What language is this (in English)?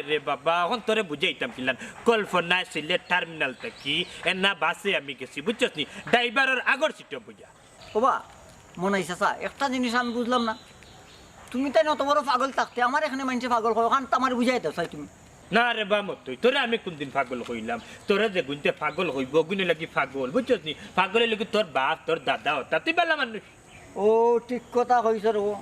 Sylheti